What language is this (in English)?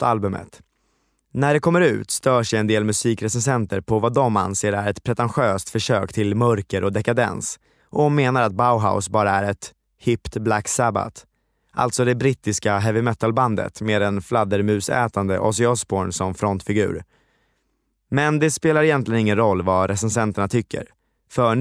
Swedish